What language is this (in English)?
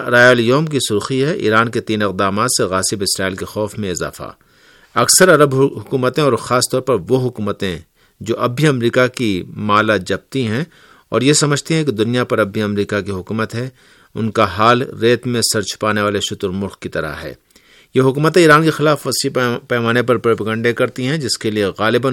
Urdu